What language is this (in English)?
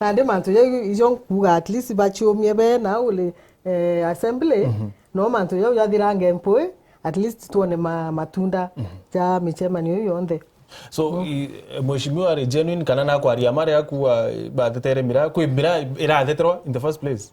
Meru